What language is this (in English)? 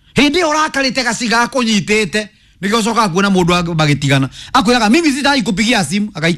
Kikuyu